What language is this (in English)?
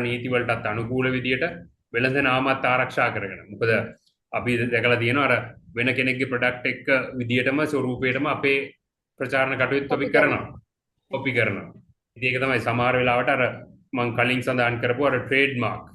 Sinhala